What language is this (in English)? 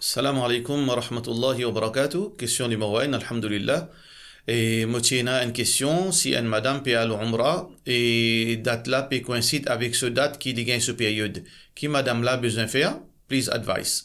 Morisyen